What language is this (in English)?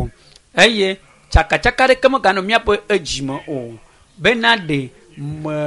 Ewe